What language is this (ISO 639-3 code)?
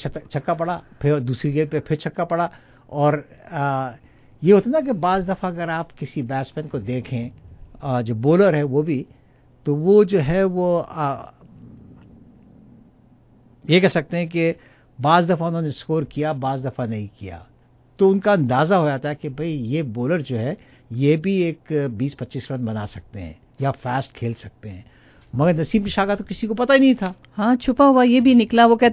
urd